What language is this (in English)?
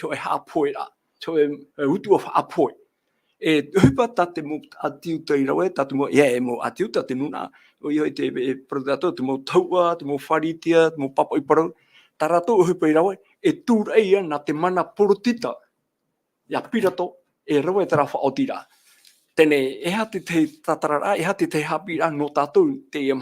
Tahitian